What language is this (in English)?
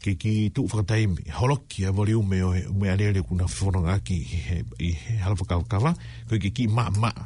Tongan